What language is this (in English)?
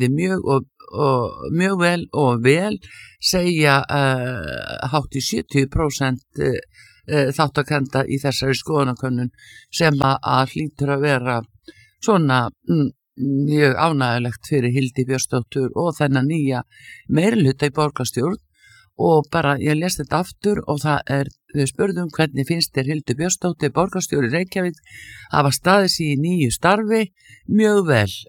Icelandic